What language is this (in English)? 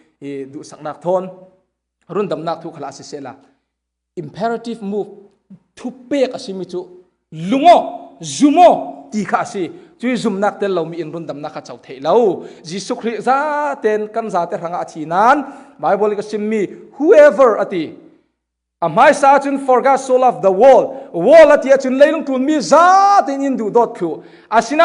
Falam Chin